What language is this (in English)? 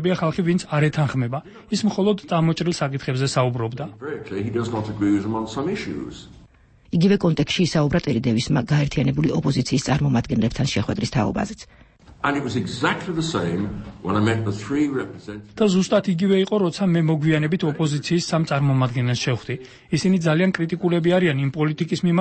Georgian